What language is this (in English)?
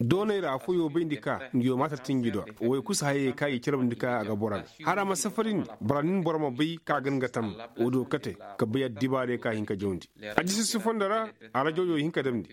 Koyraboro Senni